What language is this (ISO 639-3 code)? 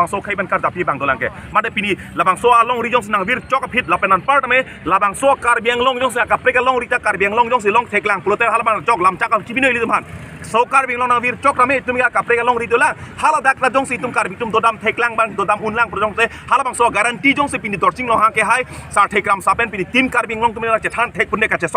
mjw